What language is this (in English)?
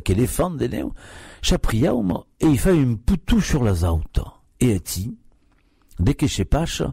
Occitan